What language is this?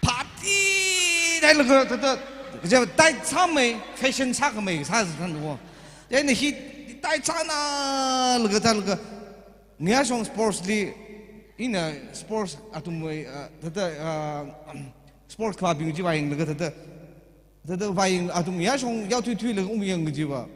Tangkhul Naga (India)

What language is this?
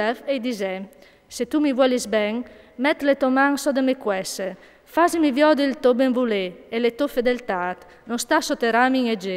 Friulian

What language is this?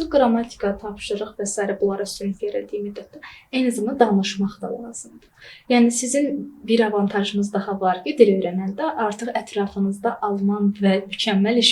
Azerbaijani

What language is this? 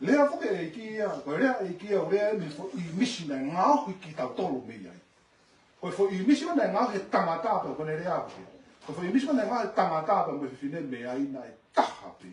Tongan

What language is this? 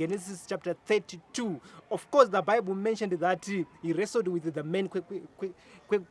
Shona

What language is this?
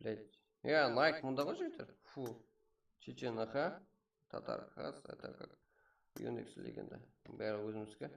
Kara-Kalpak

